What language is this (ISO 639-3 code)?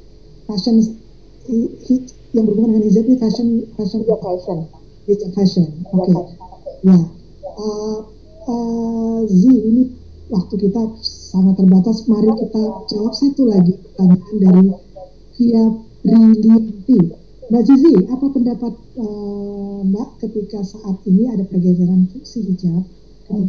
ind